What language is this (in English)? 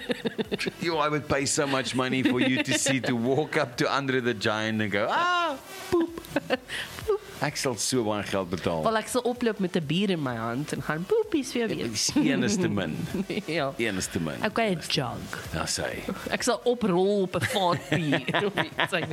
Afrikaans